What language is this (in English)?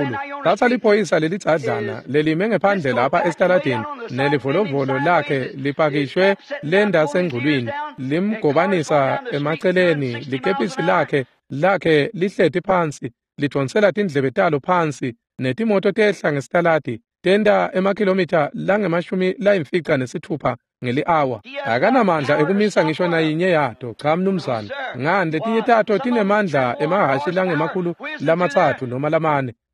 Swati